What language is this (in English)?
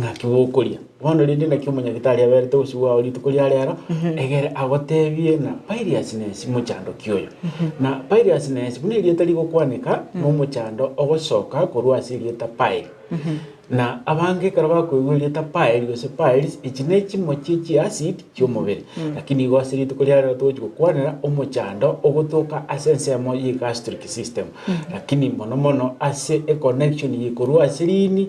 Gusii